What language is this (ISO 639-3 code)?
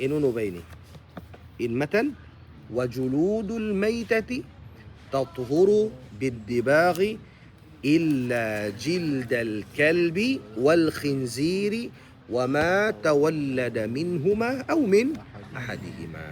tsg